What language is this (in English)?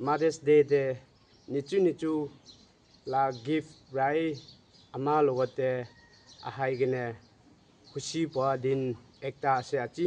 Naga Pidgin